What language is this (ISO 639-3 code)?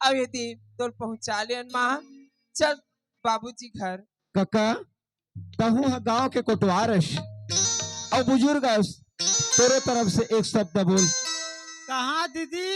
hne